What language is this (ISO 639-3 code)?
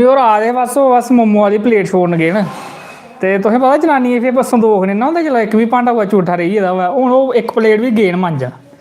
doi